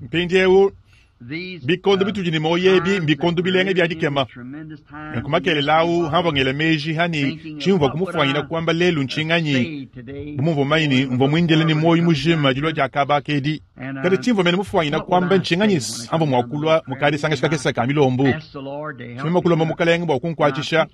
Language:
Luba-Lulua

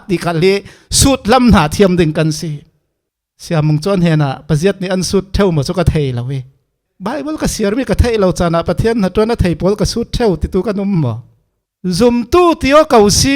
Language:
Falam Chin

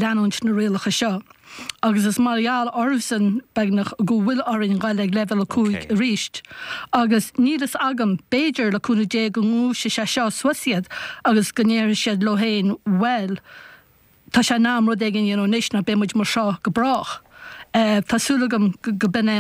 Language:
Irish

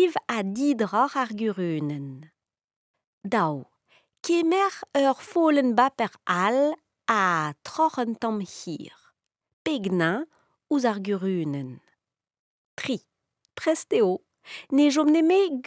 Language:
Breton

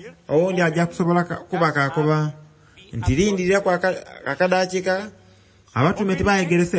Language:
Soga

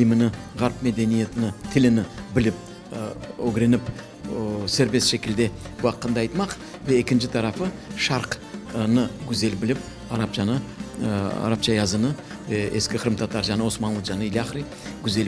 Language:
Crimean Tatar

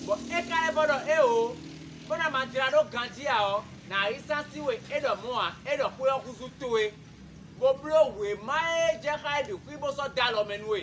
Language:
Fon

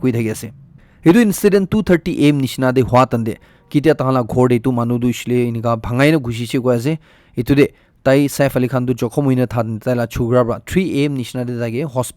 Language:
Naga Pidgin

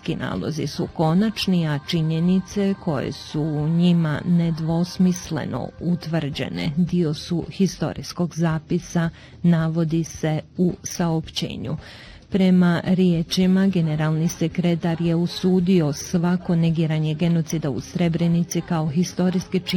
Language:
Bosnian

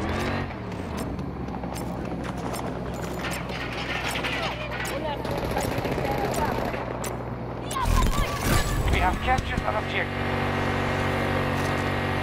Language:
English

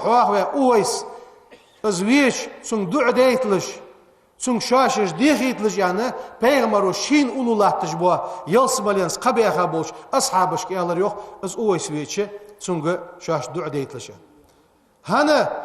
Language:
Ingush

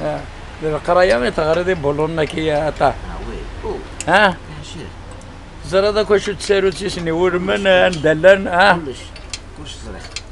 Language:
Kabyle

